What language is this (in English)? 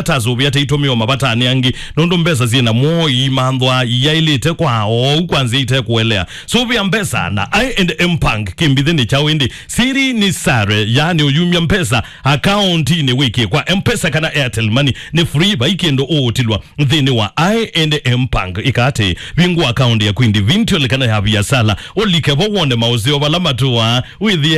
Kamba